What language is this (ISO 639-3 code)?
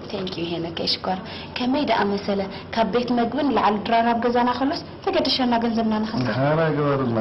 tir